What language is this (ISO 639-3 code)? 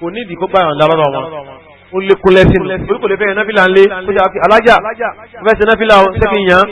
yor